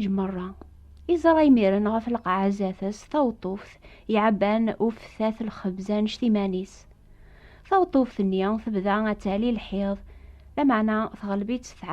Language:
Kabyle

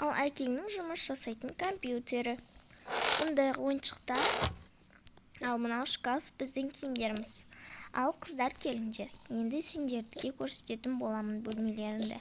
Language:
Kazakh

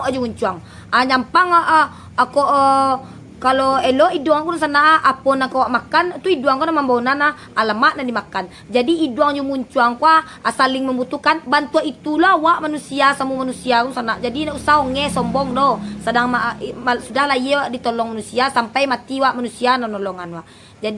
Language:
Minangkabau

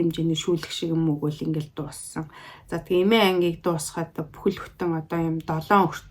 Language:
Mongolian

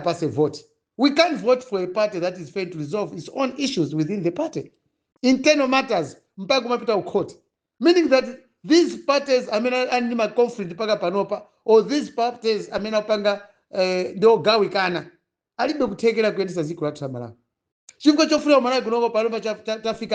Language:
Nyanja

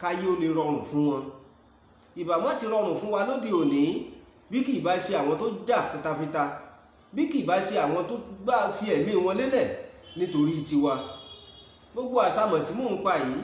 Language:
Yoruba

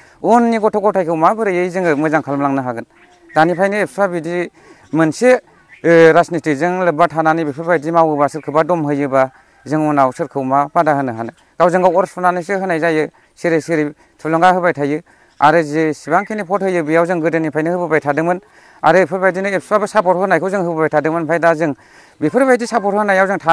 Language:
Bodo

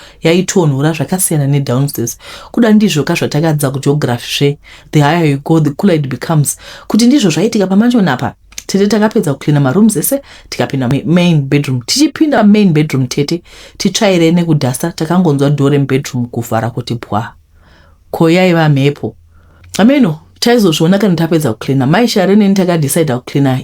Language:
Shona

